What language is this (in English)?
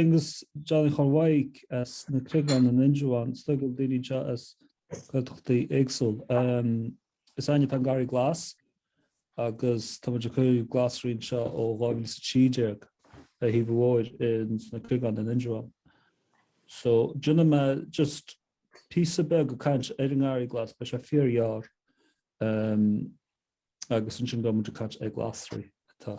Irish